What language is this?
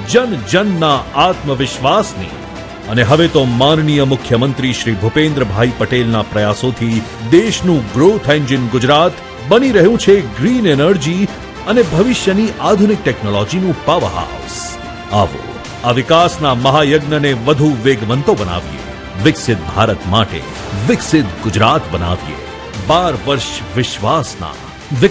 Gujarati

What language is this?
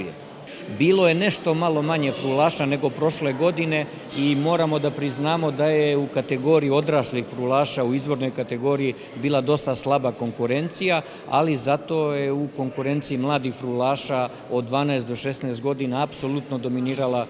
Serbian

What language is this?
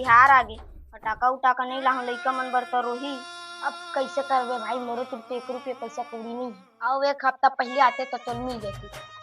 Chhattisgarhi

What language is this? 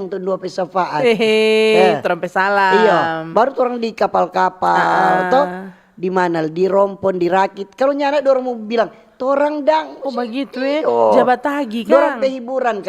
Manado Malay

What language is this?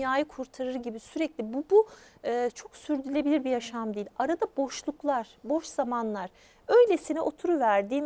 Turkish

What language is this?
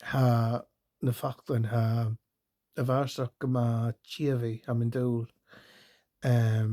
Scottish Gaelic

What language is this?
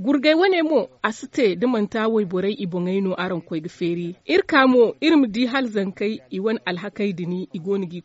Zarma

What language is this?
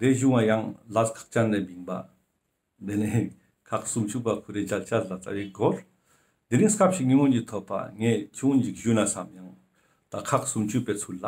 Ladakhi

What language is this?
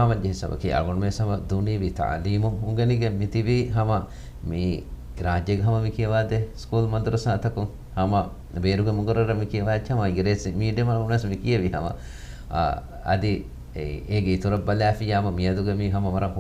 Divehi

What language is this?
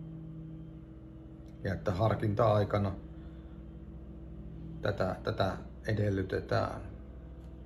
Finnish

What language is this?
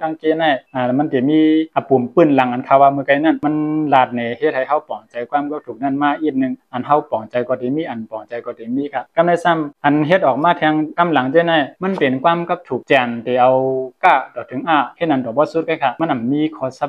Shan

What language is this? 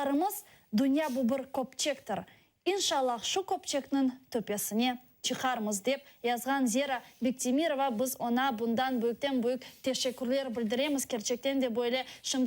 Crimean Tatar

